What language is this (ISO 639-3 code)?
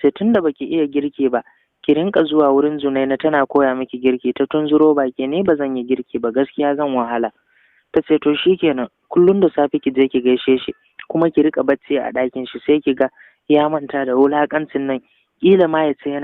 hau